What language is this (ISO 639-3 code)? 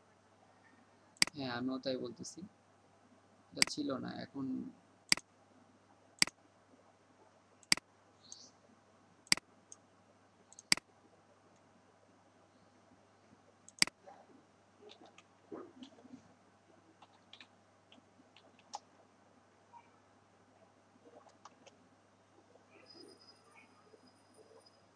ben